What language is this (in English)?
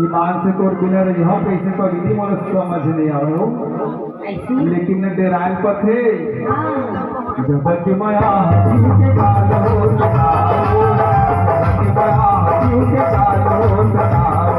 Chhattisgarhi